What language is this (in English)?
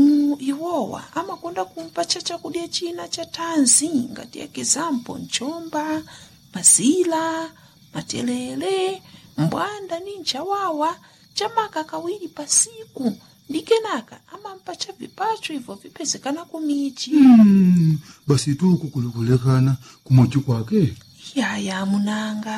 Nyanja